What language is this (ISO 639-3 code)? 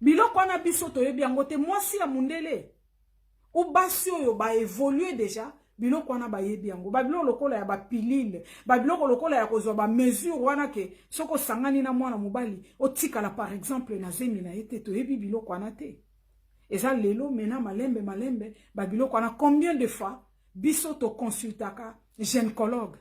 lin